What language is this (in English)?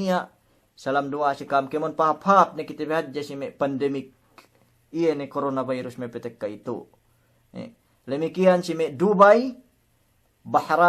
Yakan